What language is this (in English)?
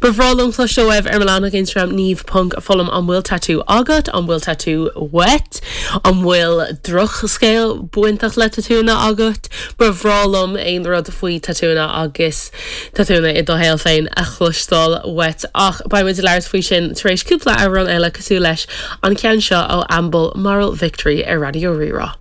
Irish